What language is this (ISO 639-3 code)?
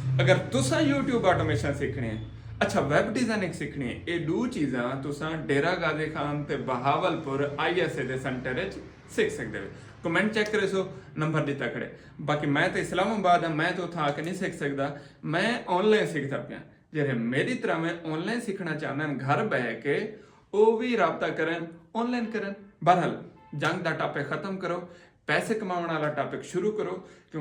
skr